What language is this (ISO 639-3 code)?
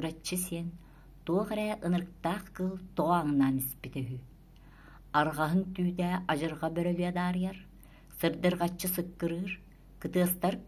sah